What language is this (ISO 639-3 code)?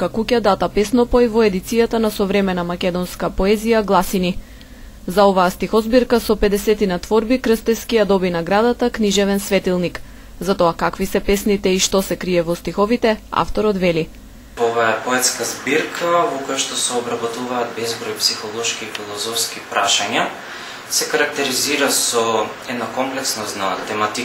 mkd